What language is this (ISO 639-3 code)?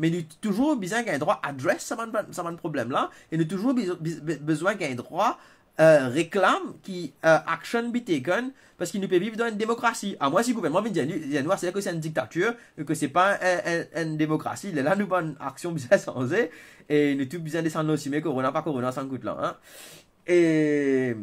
mfe